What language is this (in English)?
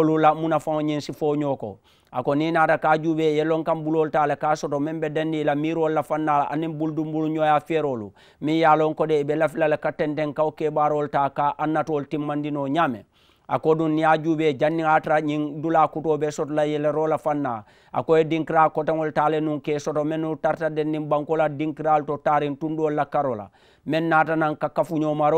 Mandingo